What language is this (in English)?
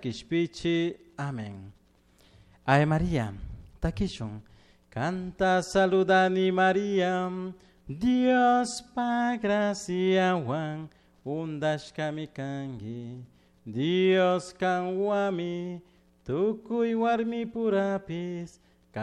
Chimborazo Highland Quichua